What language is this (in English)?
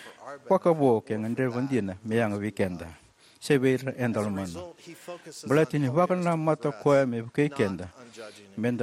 Fijian